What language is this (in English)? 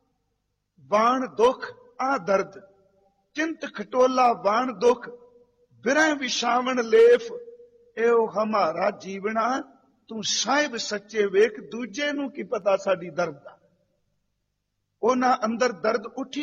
Punjabi